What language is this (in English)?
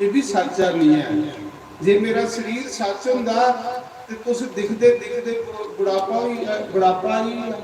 Dogri